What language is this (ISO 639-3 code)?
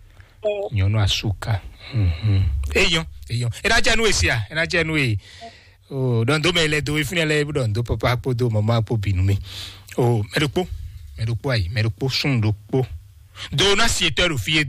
fon